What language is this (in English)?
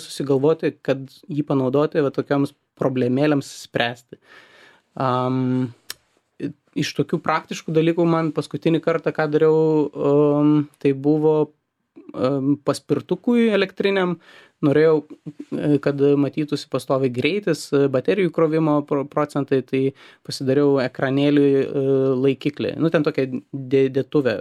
Lithuanian